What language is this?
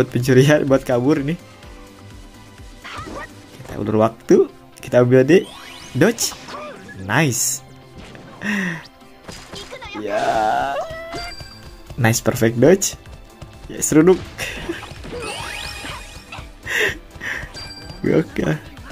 Indonesian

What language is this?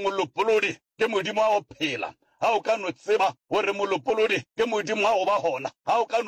Northern Sotho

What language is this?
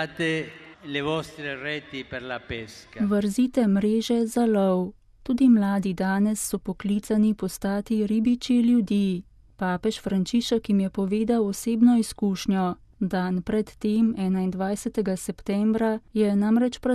Slovenian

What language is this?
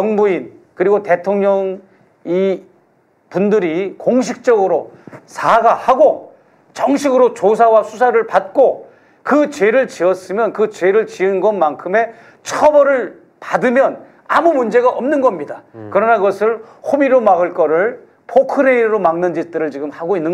Korean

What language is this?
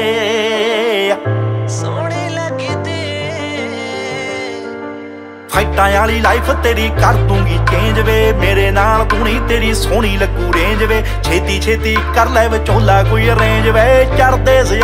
Punjabi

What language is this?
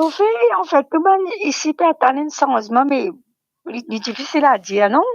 Morisyen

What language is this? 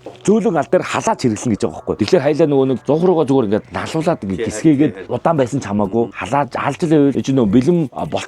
Mongolian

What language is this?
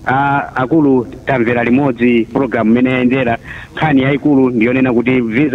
Nyanja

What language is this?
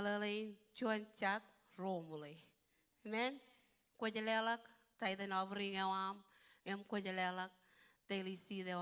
Marshallese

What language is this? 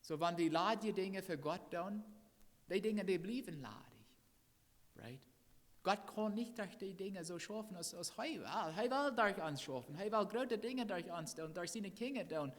Plautdietsch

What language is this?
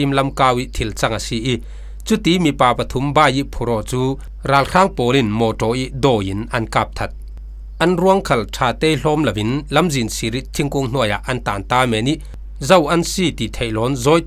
Falam Chin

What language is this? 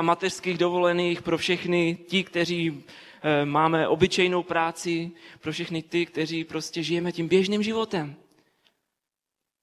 Czech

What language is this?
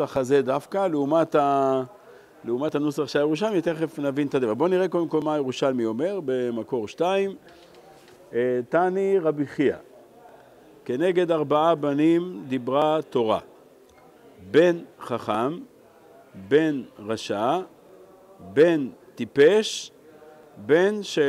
Hebrew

